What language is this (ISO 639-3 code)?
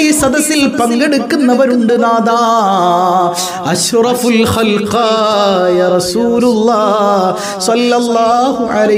mal